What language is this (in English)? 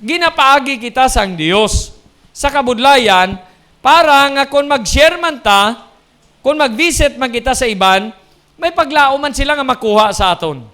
Hiligaynon